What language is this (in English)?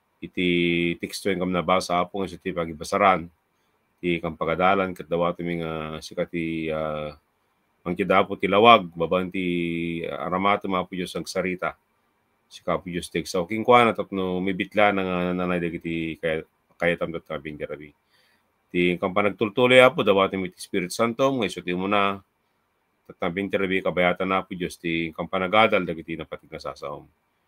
Iloko